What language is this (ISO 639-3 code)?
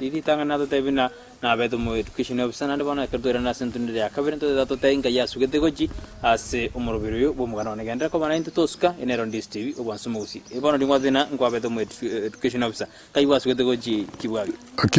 guz